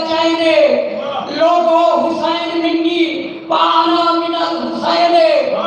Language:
Saraiki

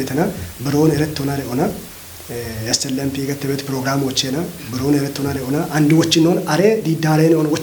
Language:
Kafa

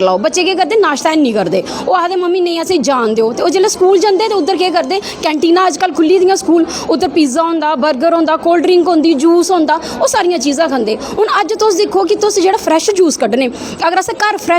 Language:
Dogri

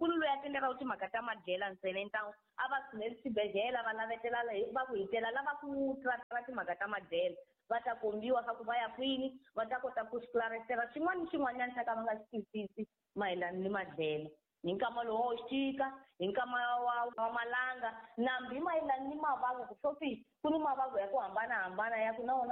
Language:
Tsonga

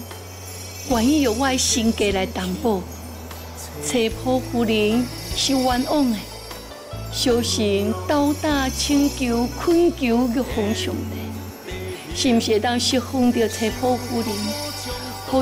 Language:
Min Nan Chinese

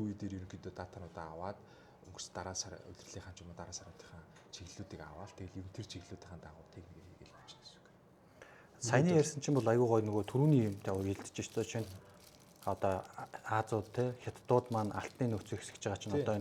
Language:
Mongolian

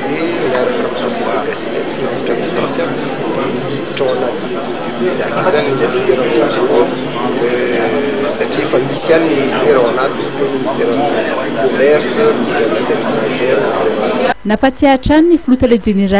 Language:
Malagasy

